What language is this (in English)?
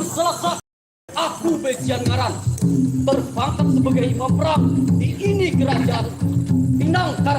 Banjar